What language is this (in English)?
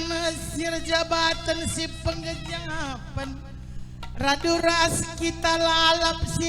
Batak Karo